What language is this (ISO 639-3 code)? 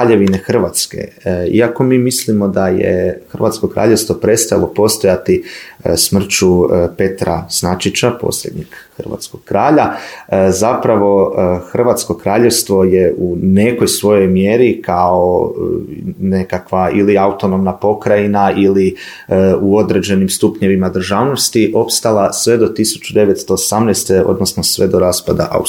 hrv